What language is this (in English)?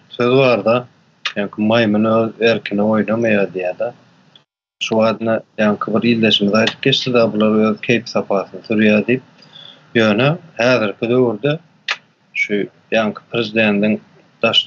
Turkmen